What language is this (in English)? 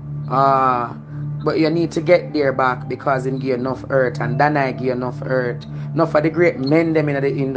Jamaican Creole English